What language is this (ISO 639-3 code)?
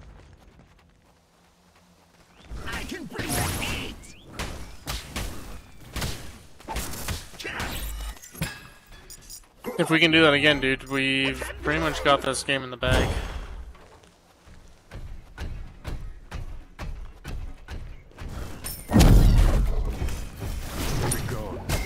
eng